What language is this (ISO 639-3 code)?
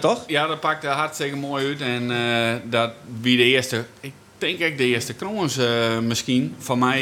fry